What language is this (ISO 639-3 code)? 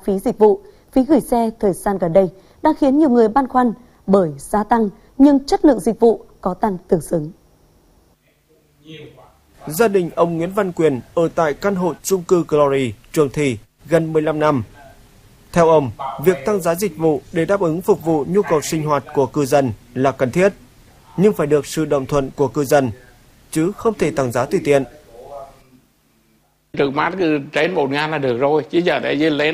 vie